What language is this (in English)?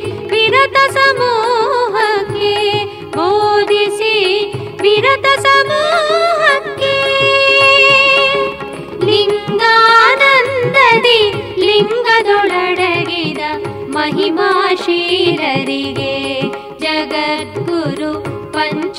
Kannada